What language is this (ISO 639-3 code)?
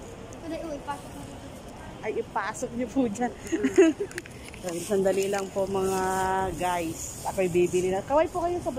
fil